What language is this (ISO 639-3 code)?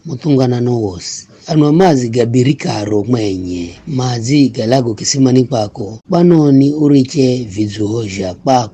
nyf